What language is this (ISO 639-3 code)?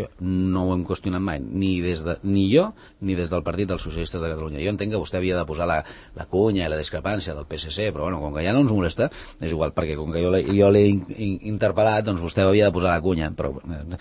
cat